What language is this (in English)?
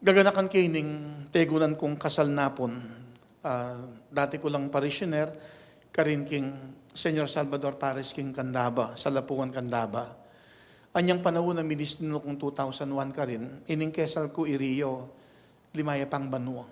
Pampanga